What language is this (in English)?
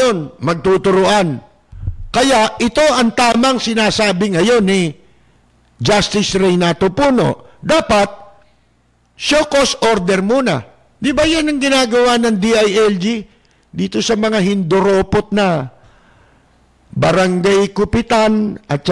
Filipino